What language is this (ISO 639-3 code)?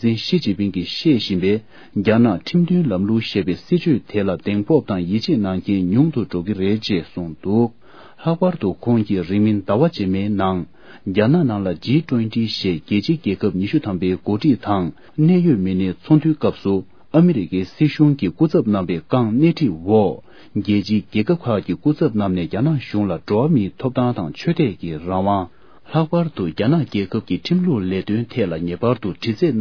bod